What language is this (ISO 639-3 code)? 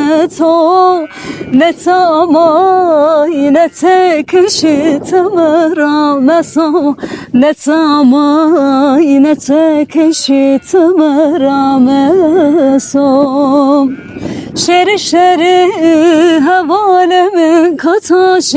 zza